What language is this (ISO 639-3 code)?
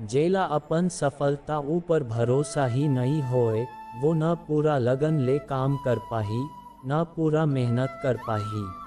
hne